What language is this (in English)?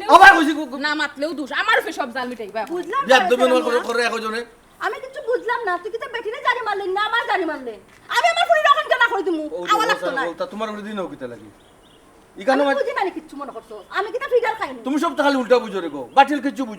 Sylheti